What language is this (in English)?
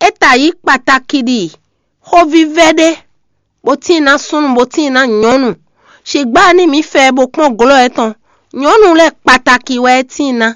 Fon